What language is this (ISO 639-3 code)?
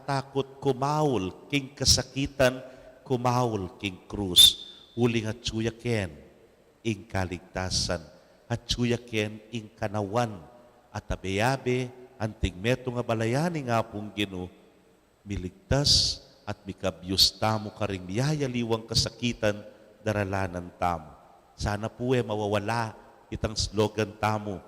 pam